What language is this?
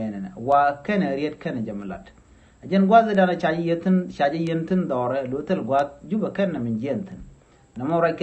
Nuer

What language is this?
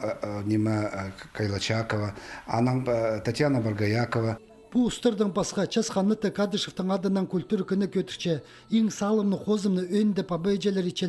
Khakas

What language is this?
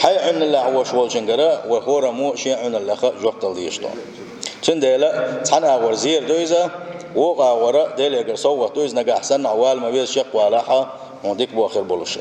Chechen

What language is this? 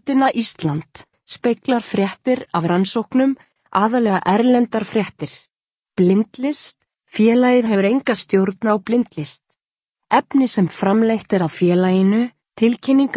Icelandic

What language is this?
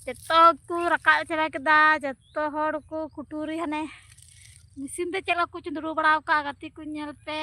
Santali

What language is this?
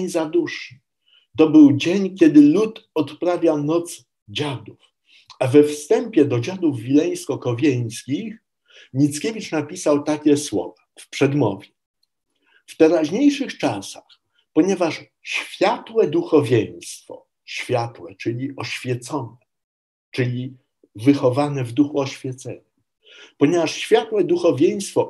Polish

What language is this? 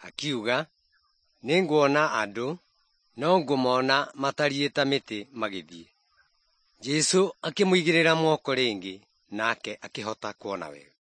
Kikuyu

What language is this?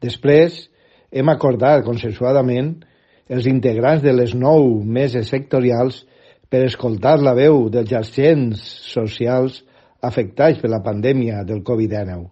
Catalan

